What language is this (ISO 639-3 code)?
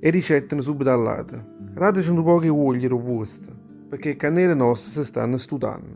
nap